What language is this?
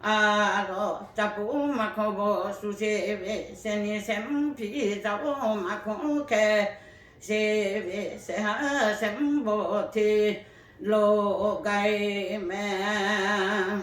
Lahu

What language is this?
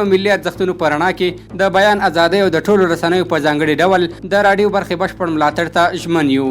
Pashto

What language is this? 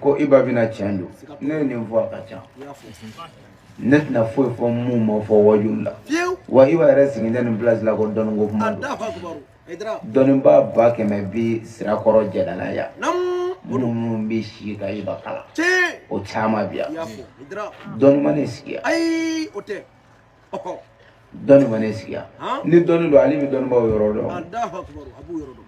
Bambara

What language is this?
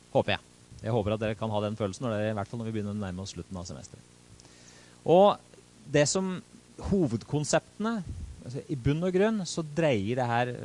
Norwegian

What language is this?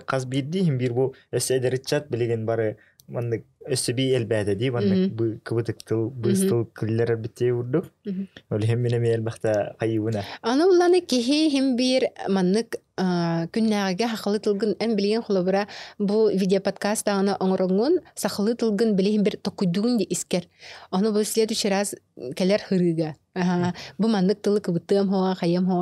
Yakut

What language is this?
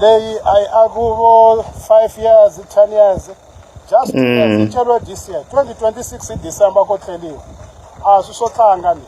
Tsonga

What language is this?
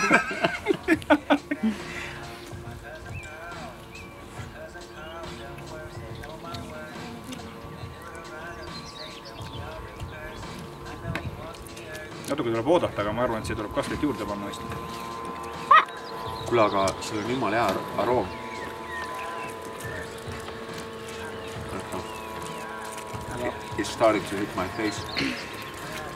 Estonian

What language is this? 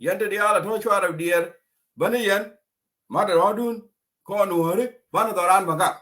Nuer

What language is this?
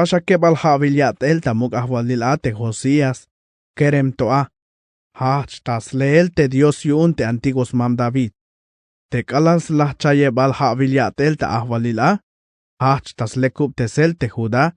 Tzeltal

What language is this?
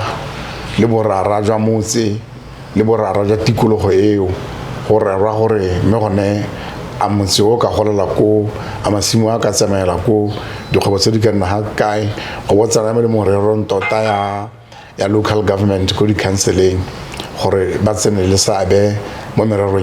Tswana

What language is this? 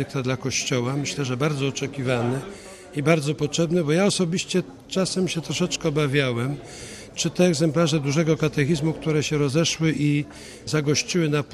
Polish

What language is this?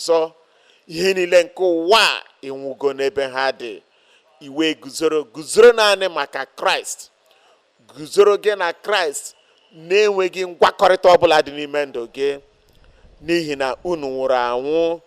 Igbo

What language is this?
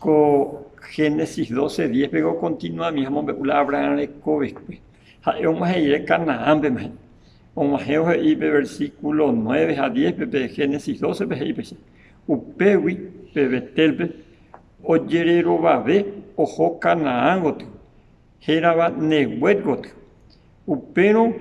Guarani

